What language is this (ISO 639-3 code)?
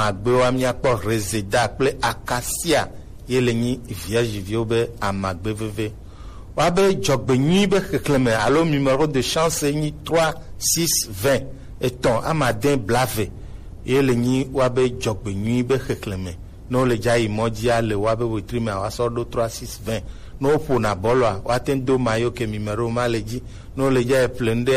gej